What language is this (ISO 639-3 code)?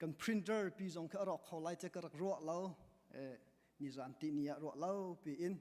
cnh